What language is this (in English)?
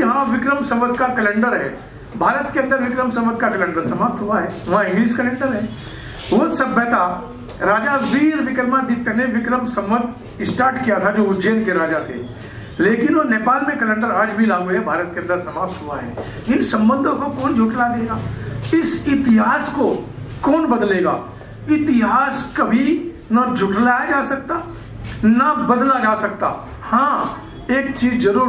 Hindi